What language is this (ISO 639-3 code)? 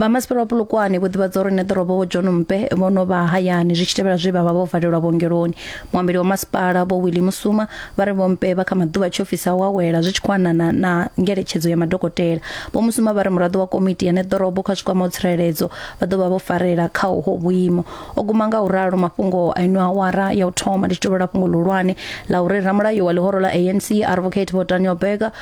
ven